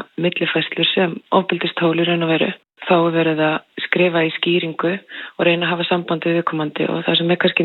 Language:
Icelandic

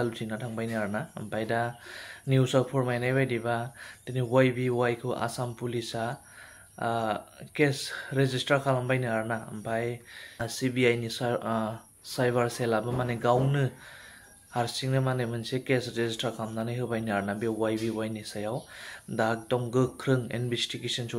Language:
Bodo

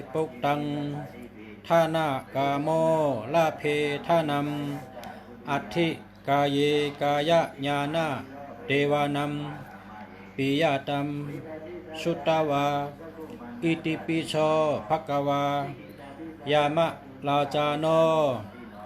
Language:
Shan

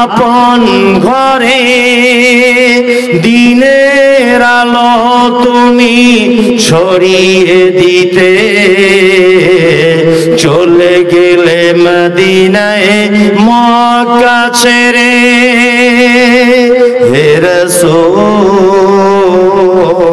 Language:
Bangla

